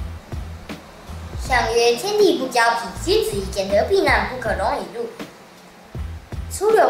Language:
Literary Chinese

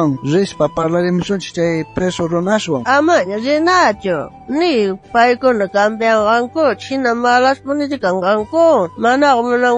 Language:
South Bolivian Quechua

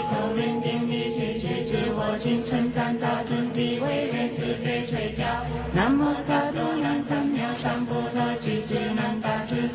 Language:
Chinese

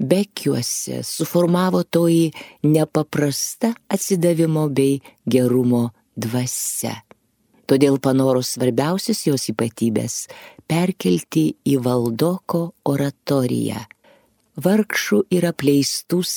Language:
Lithuanian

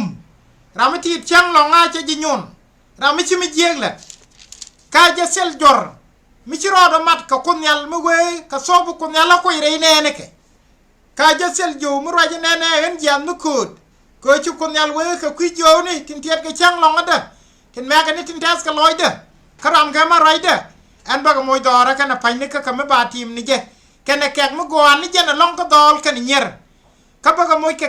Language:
Nuer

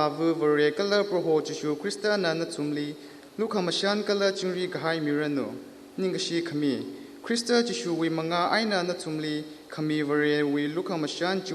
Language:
Tangkhul Naga (India)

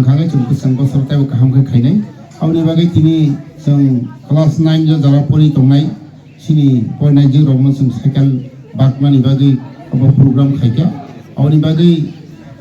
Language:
Kok Borok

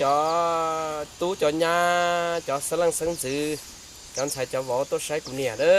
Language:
Hmong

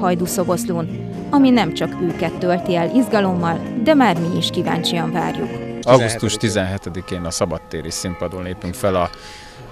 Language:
Hungarian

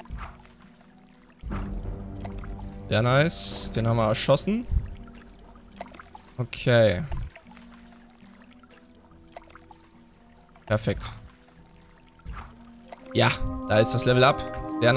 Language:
German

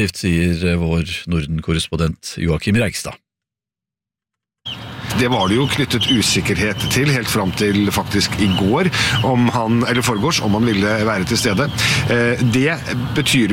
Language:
Norwegian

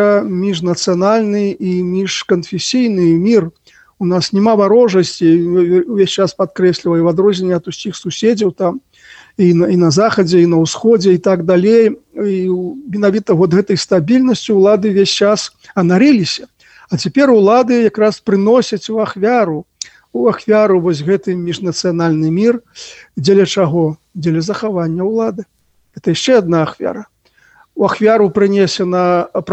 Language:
Belarusian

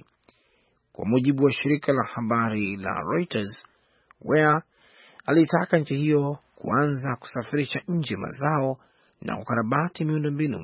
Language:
Swahili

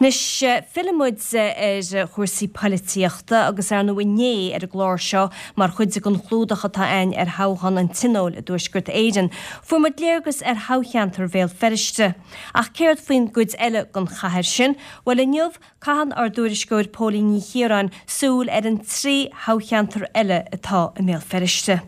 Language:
Irish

